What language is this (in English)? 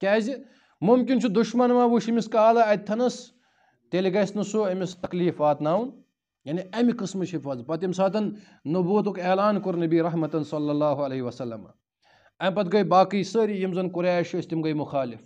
Kashmiri